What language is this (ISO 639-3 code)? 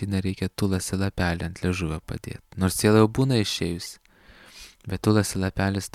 lit